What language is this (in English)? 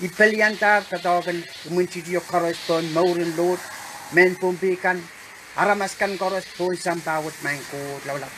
Pohnpeian